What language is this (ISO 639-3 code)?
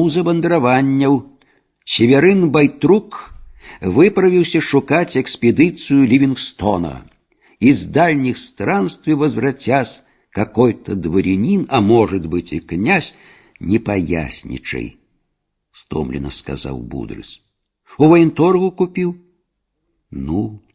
bel